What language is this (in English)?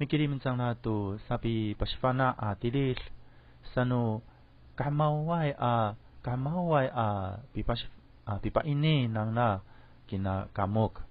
Amis